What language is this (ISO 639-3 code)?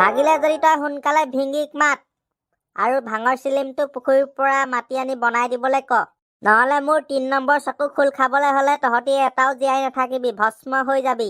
asm